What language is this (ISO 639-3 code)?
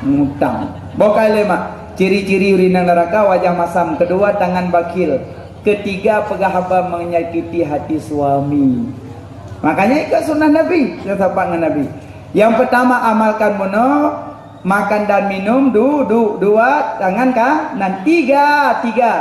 ace